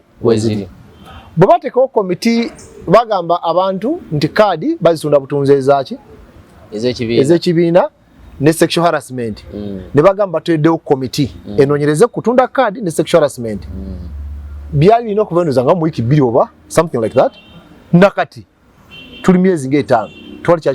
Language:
Ganda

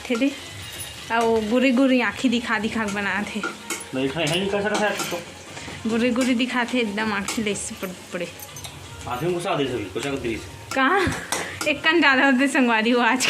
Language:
Chhattisgarhi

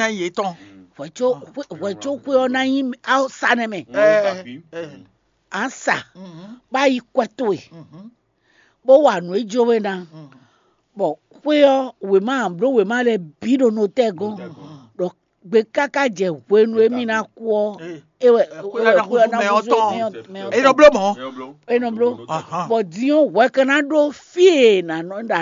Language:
Fon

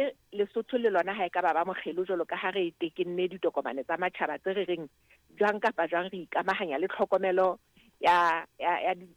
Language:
Southern Sotho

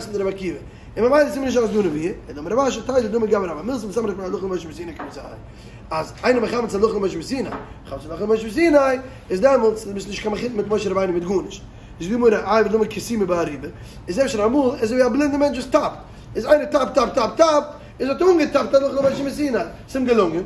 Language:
Yiddish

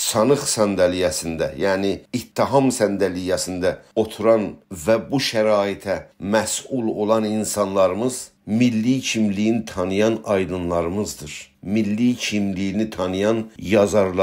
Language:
South Azerbaijani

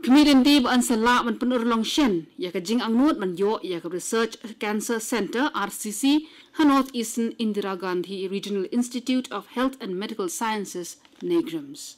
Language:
Khasi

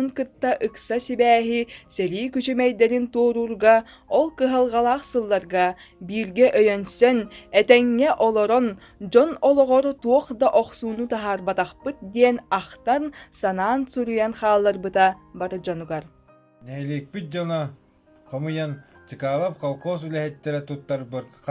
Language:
Yakut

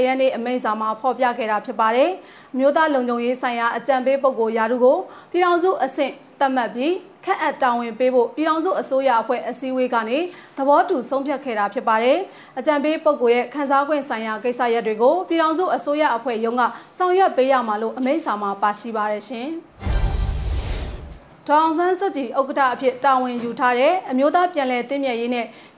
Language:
Burmese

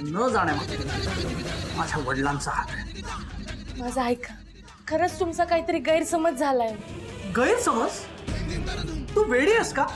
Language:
Marathi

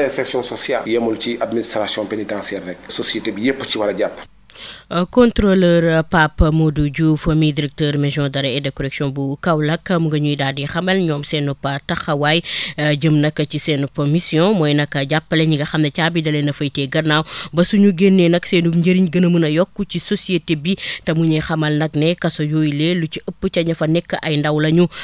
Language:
Wolof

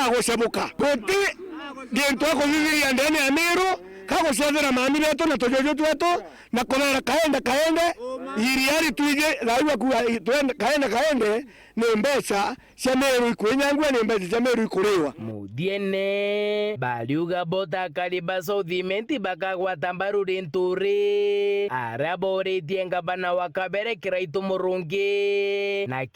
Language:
Meru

